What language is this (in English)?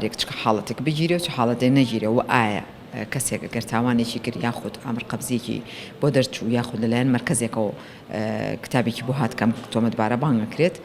Central Kurdish